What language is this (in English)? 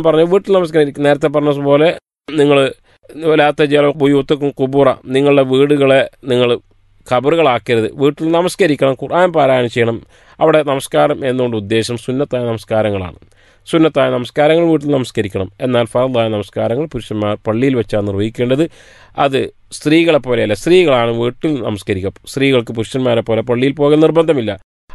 Malayalam